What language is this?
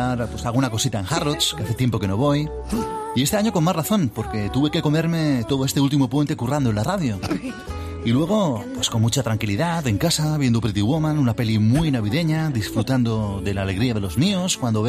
Spanish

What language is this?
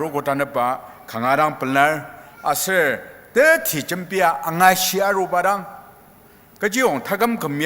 Ao Naga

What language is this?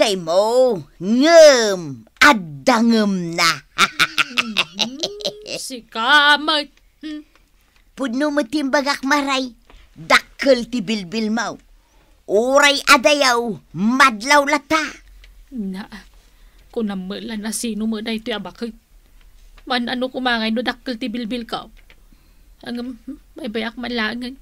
Iloko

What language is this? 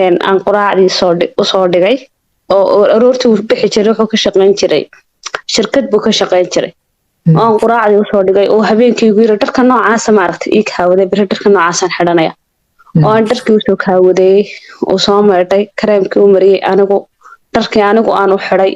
Somali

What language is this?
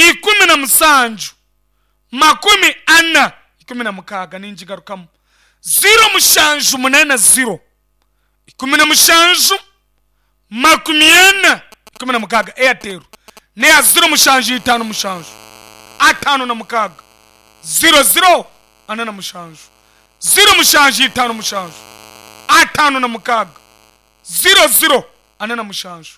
Nyankole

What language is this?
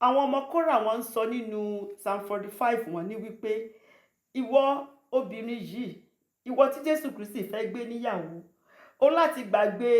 Yoruba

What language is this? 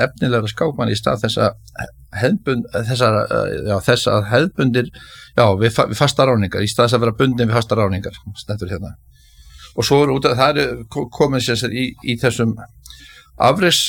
Icelandic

